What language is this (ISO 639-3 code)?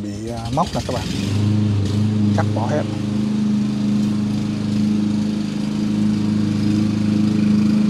vie